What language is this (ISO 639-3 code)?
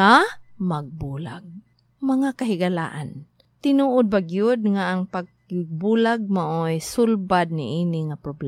ceb